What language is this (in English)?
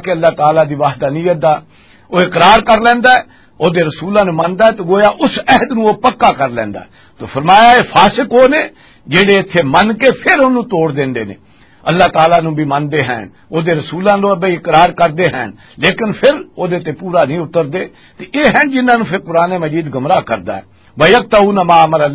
Western Panjabi